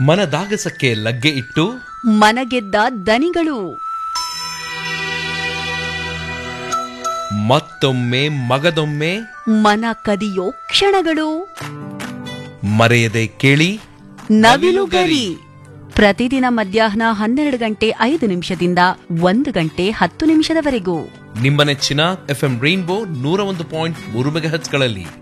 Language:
Kannada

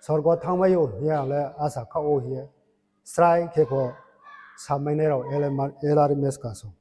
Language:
Riang (India)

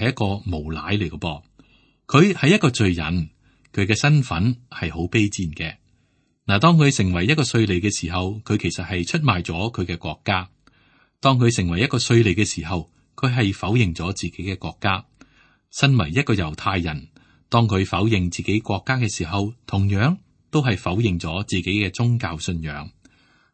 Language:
Cantonese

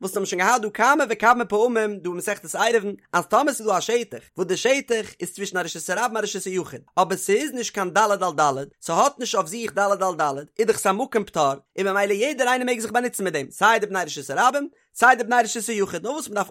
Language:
Yiddish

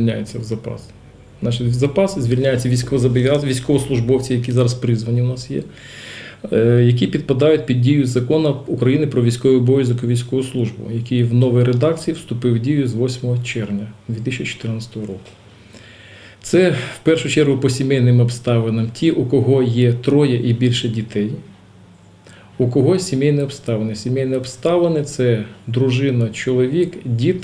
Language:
Ukrainian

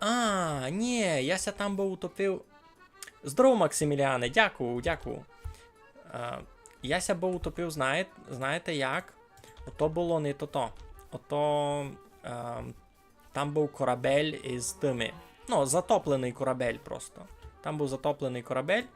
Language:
Rusyn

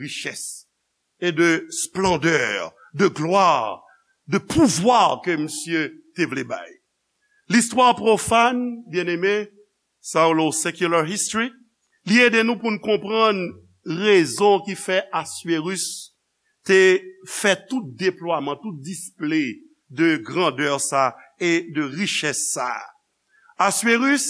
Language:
Haitian Creole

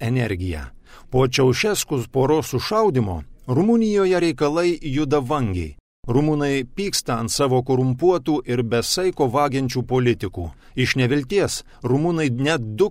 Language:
Lithuanian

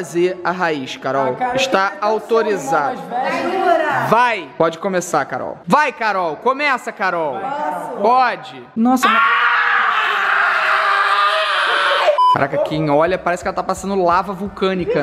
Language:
Portuguese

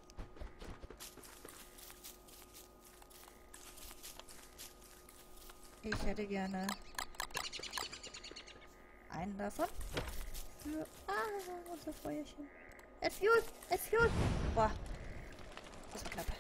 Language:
German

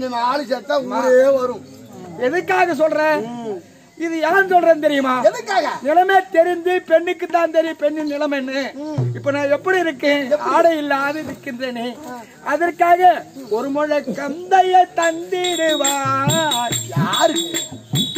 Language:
Tamil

